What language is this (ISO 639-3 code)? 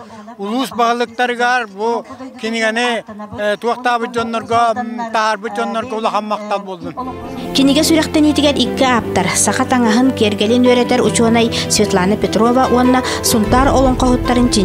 sah